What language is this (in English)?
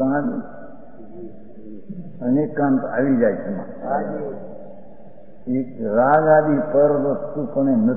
Gujarati